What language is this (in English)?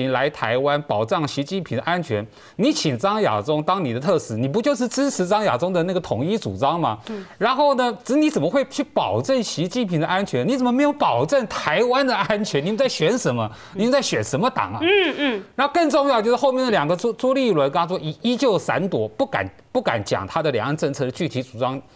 Chinese